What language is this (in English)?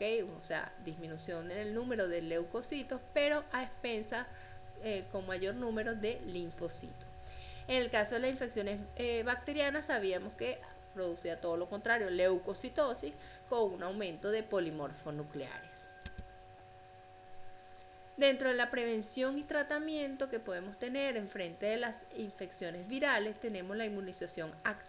Spanish